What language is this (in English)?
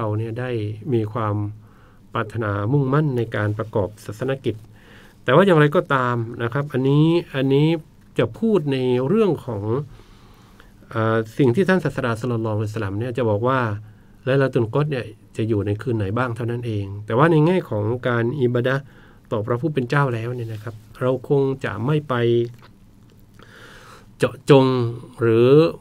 Thai